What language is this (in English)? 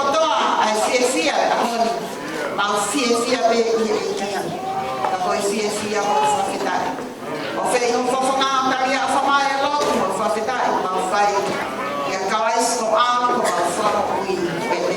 Tongan